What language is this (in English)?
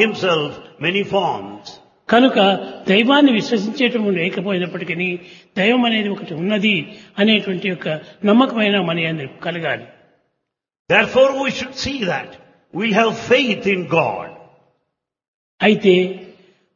Telugu